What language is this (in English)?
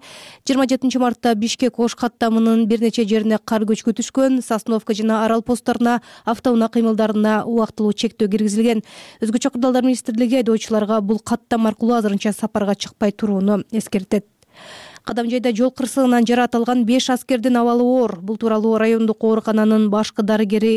Kyrgyz